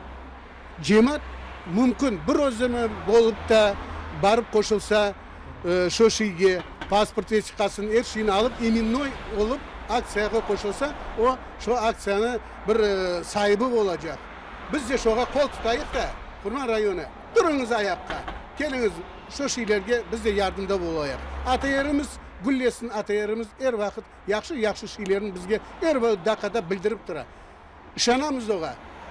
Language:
Crimean Tatar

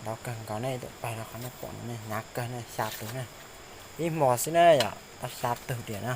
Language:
Hmong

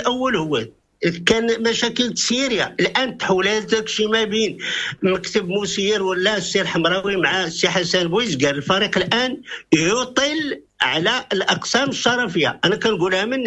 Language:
Moroccan Arabic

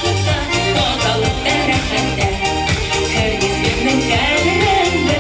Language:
Tatar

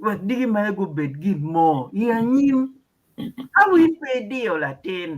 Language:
Acoli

